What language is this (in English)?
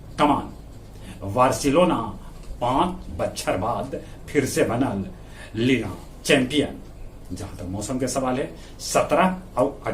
Magahi